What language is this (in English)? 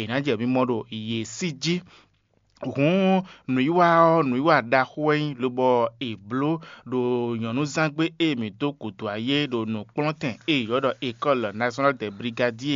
Fon